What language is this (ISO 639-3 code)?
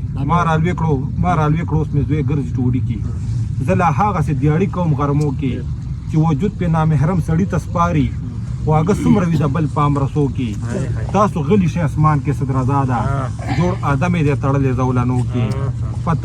pus